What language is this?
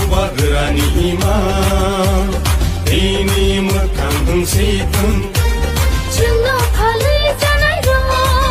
Kok Borok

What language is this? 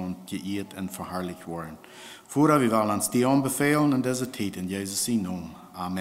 Plautdietsch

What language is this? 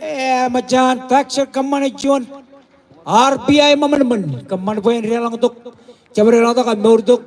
Marshallese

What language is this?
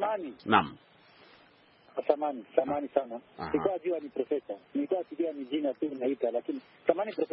Swahili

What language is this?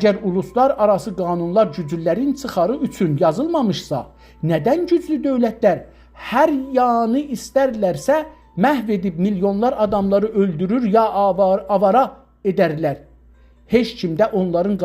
South Azerbaijani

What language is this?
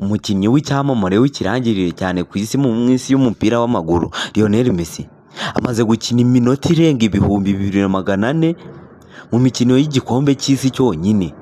Kinyarwanda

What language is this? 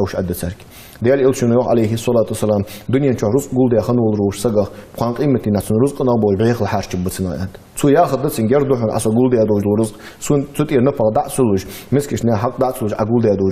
Ingush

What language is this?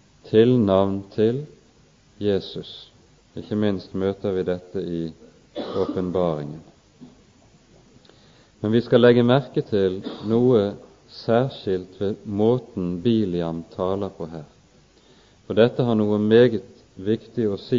Norwegian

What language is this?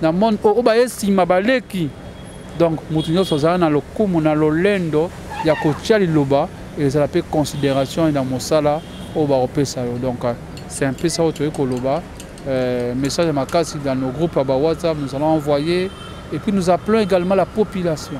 Lingala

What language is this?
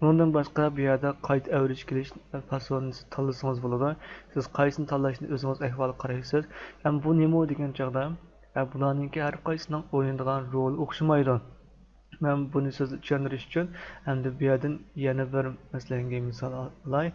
Uyghur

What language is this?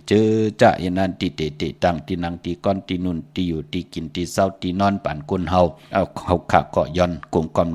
Shan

